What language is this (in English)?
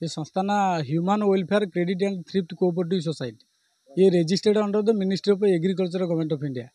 Odia